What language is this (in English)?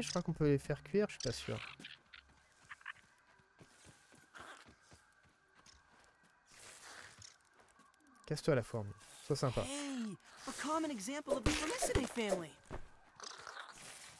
French